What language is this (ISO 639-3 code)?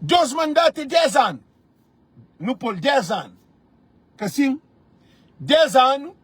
kea